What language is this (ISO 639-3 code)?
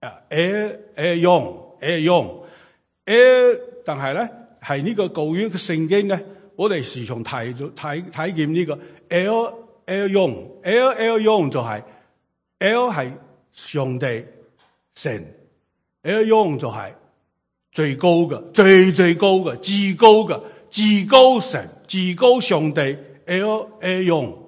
yue